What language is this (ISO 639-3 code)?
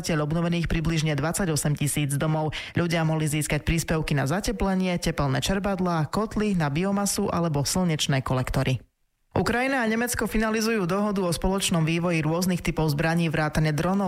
slk